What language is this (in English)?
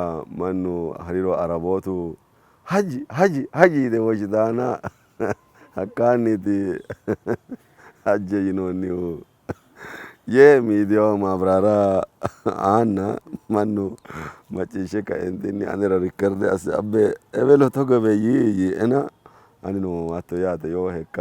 Sidamo